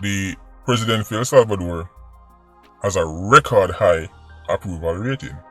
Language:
Jamaican Creole English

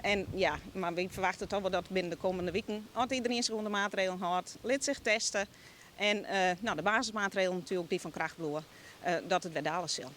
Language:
Western Frisian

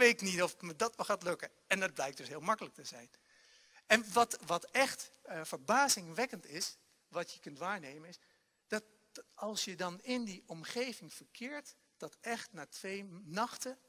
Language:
Dutch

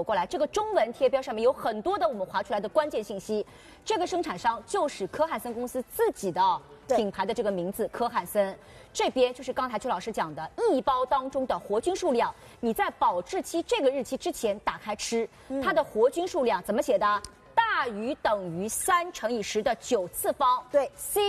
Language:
Chinese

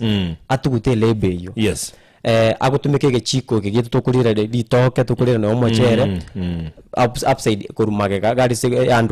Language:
Gusii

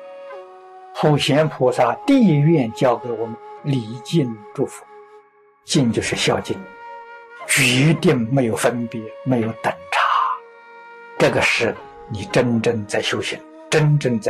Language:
Chinese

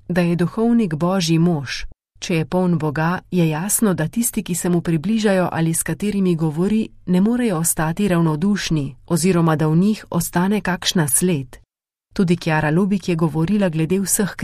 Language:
Slovenian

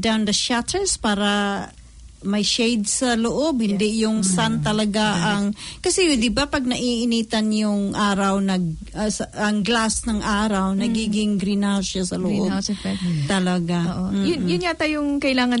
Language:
Filipino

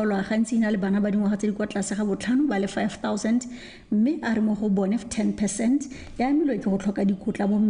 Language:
Tswana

